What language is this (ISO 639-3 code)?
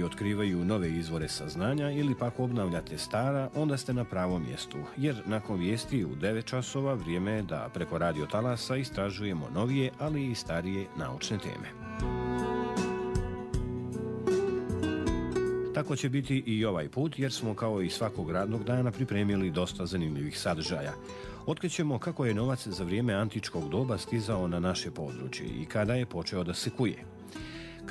bos